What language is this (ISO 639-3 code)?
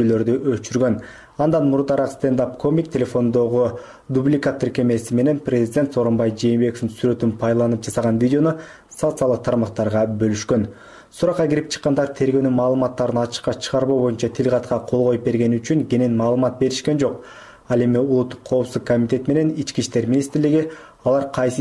kir